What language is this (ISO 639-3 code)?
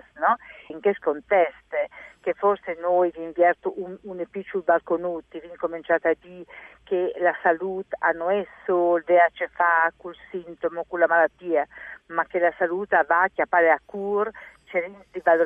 fur